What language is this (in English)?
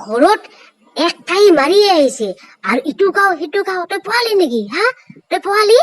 Assamese